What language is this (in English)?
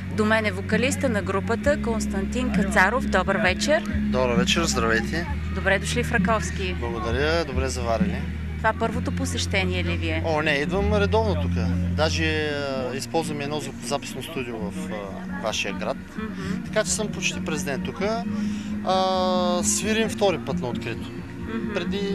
Bulgarian